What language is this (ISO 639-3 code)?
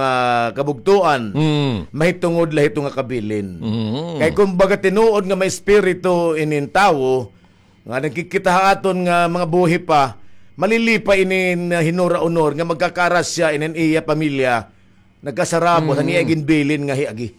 war